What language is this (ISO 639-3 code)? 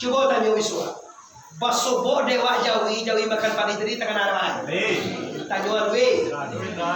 min